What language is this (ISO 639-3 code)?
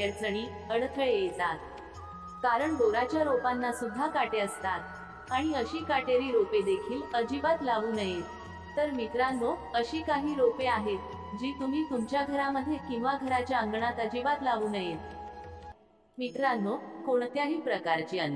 mar